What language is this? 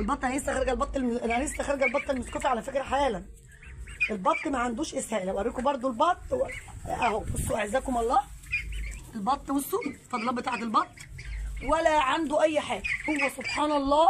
Egyptian Arabic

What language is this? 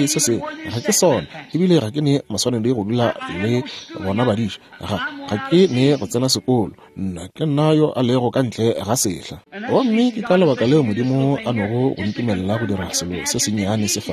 Northern Sotho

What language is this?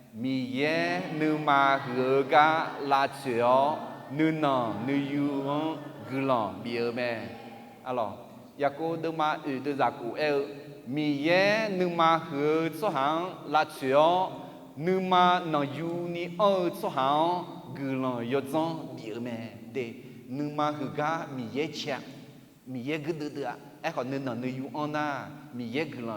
Akha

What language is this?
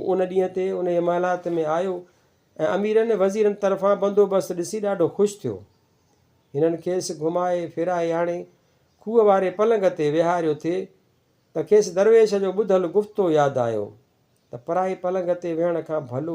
Sindhi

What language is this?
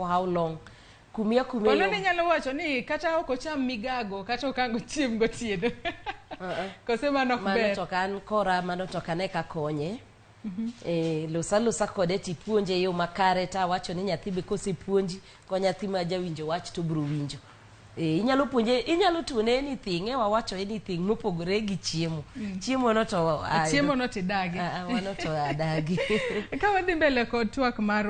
Luo (Kenya and Tanzania)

